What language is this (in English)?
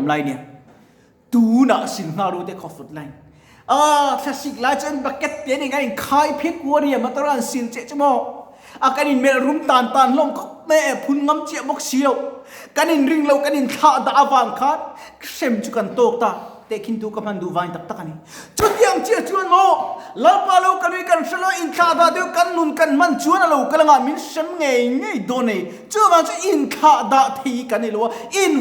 Mizo